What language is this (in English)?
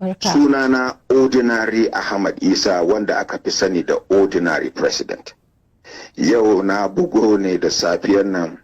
Hausa